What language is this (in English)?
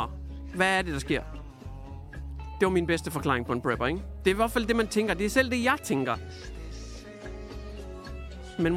Danish